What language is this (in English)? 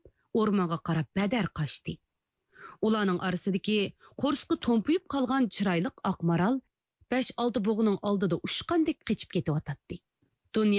Uyghur